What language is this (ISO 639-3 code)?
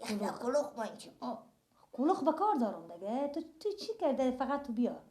fas